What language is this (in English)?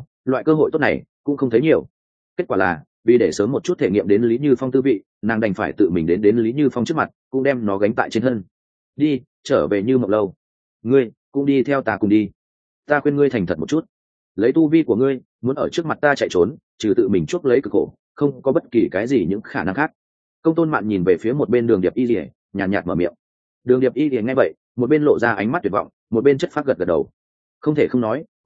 Vietnamese